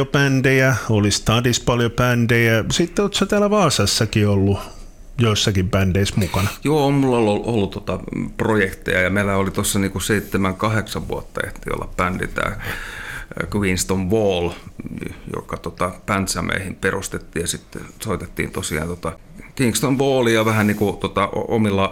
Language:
Finnish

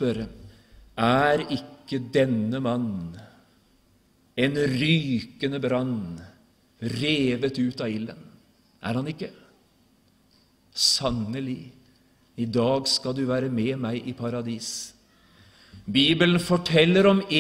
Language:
Norwegian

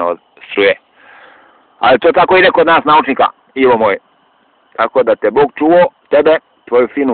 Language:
Serbian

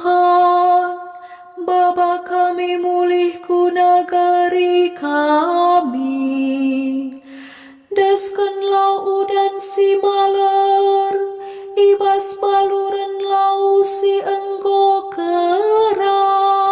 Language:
Batak Karo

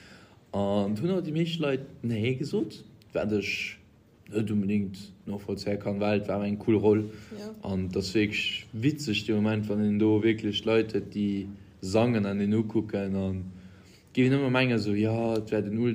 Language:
Luxembourgish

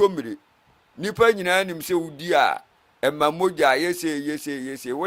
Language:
Akan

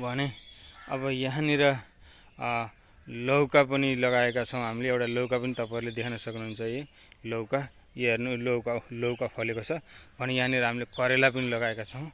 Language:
Nepali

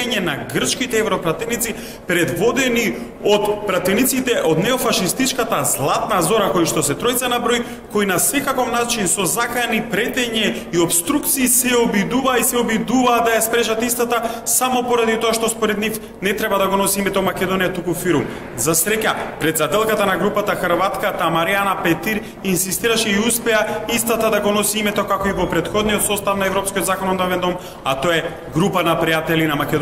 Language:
Macedonian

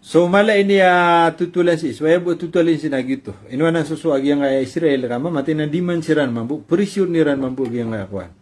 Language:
Maranao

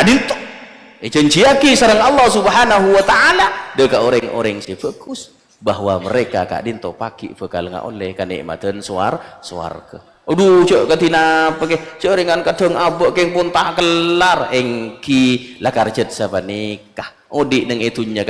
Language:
Madurese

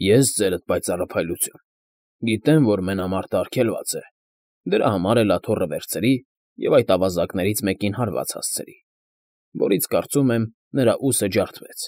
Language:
Armenian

